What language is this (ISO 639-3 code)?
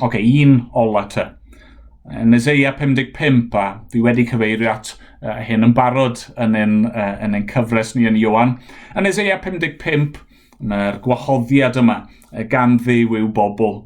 cym